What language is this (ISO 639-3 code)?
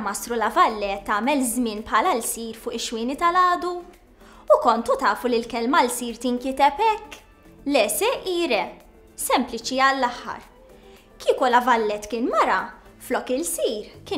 mlt